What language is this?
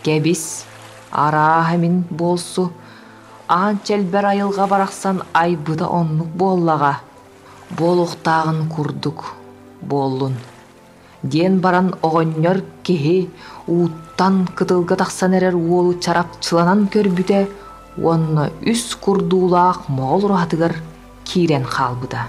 Yakut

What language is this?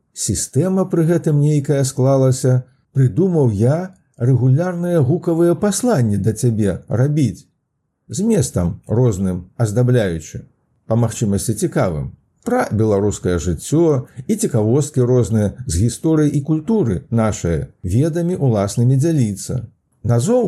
Belarusian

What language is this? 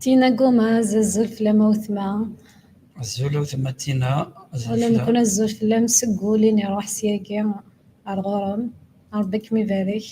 Kabyle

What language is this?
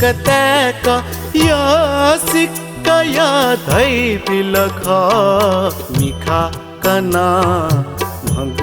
Newari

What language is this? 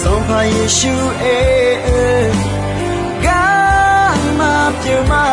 Akha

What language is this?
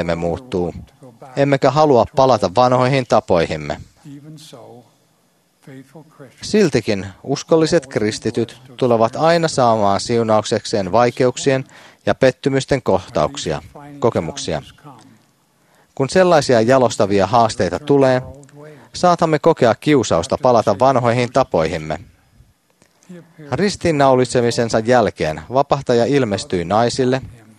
Finnish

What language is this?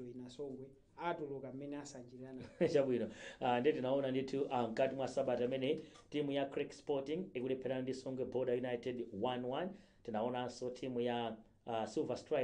Nyanja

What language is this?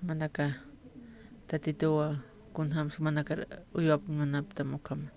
Aymara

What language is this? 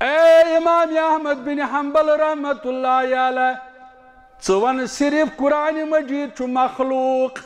Kashmiri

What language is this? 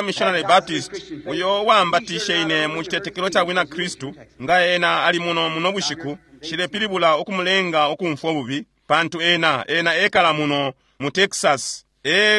Bemba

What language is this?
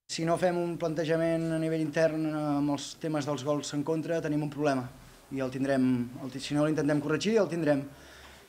Catalan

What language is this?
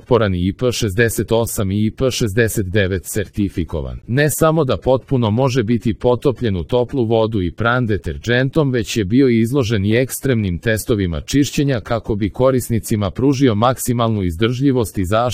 Serbian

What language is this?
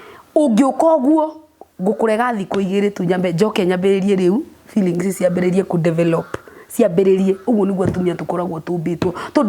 Kikuyu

